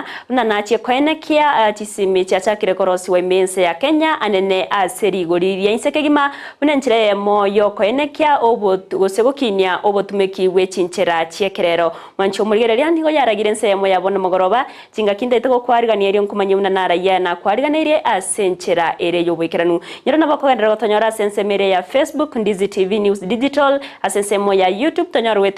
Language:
Gusii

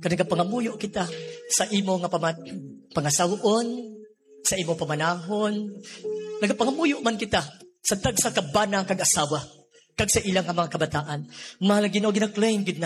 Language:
Hiligaynon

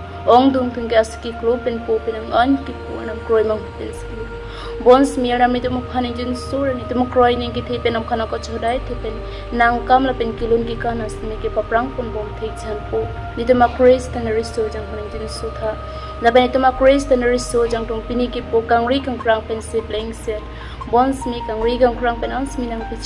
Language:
Karbi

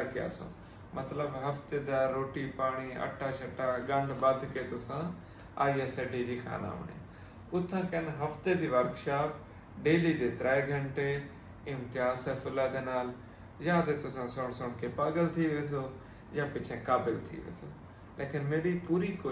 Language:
Saraiki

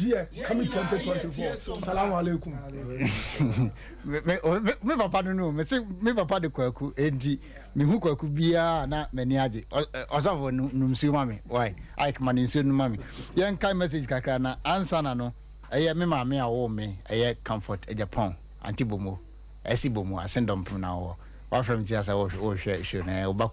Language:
Akan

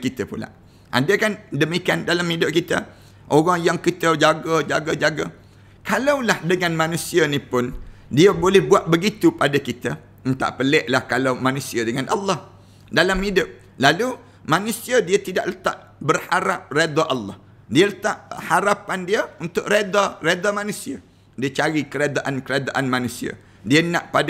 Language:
Malay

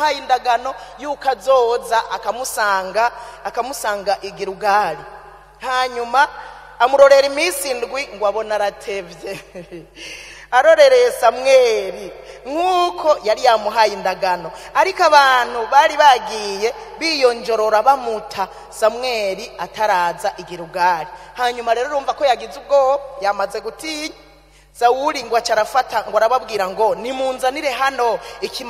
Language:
Rundi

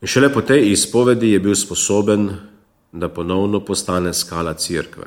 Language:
Slovenian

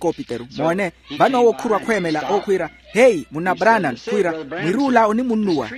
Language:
Makhuwa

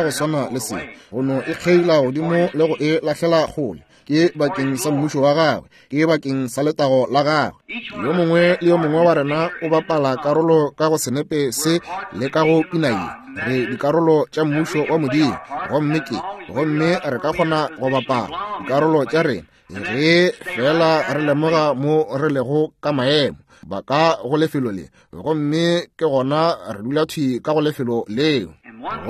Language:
Northern Sotho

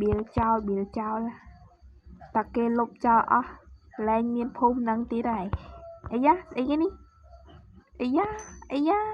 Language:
Khmer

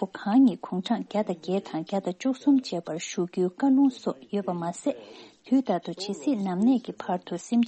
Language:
Tibetan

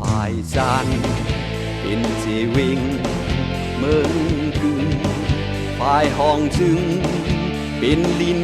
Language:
Shan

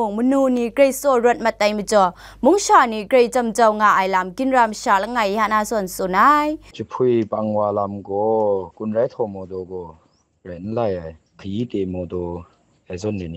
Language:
Kachin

